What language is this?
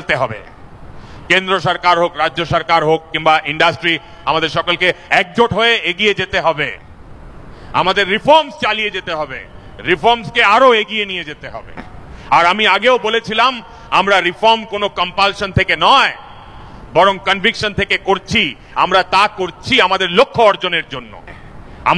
Bangla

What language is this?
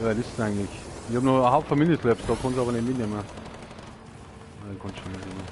Bavarian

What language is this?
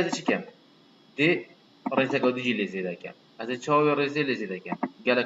Kurdish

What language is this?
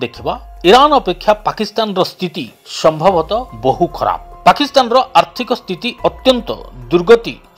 Odia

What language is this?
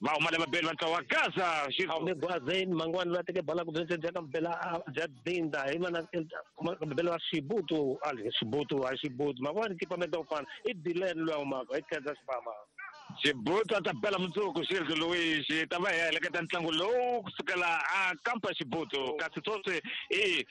Tsonga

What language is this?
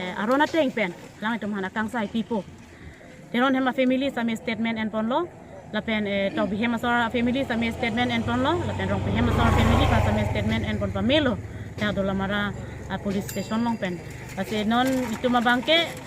Karbi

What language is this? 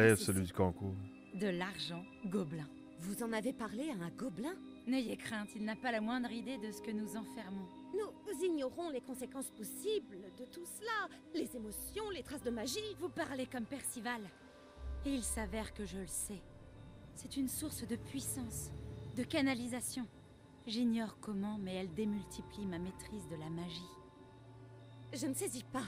French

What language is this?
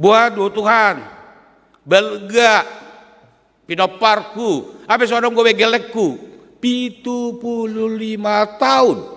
Batak Toba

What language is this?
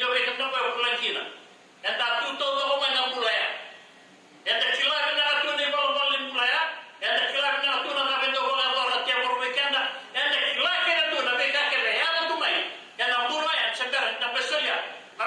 Fijian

